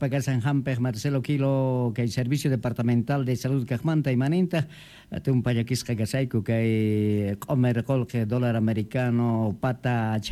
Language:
Quechua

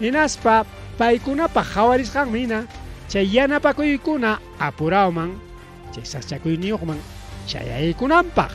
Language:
Ayacucho Quechua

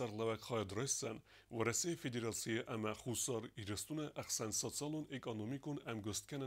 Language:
Ossetic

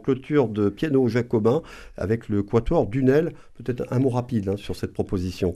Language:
French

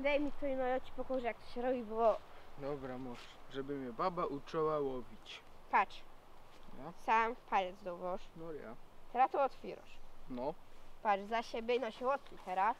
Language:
Silesian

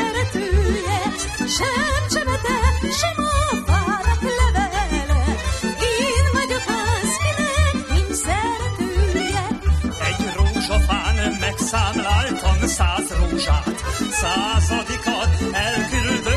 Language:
Hungarian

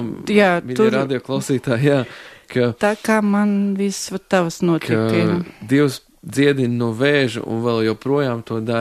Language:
Latvian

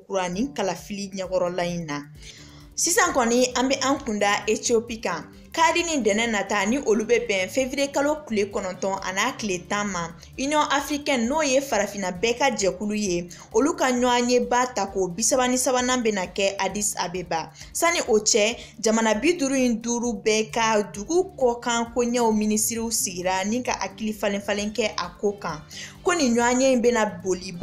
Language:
Bambara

